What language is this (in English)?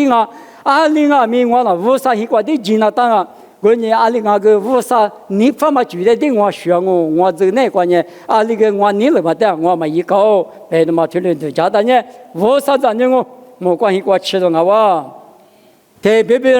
Lisu